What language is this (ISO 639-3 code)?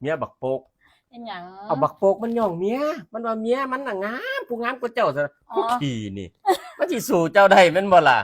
tts